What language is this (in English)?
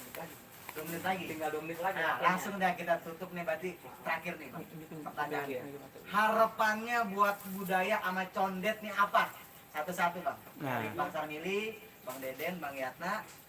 Betawi